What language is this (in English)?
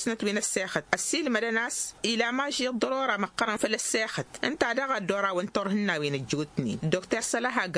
Tamasheq